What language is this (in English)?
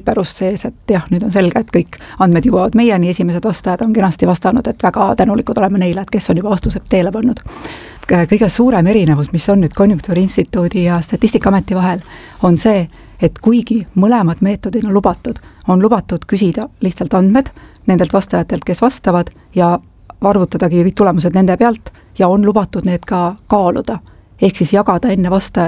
Estonian